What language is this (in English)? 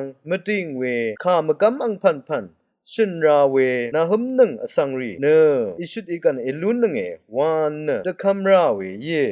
Rawang